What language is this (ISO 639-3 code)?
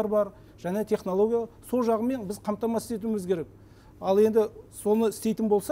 kaz